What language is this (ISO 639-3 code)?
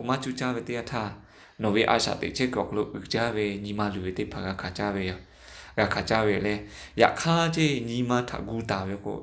lhu